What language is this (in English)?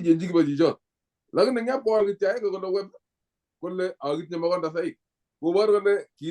Kalenjin